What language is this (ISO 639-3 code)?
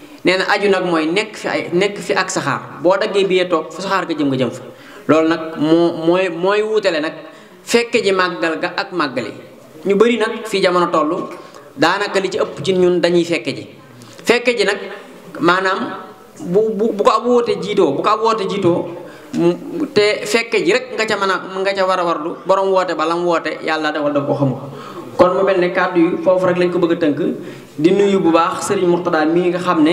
wol